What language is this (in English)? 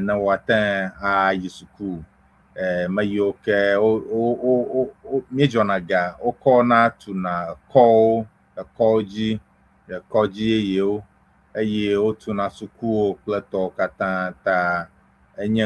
Ewe